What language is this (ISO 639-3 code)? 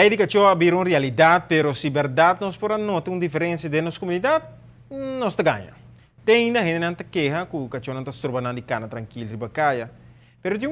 pap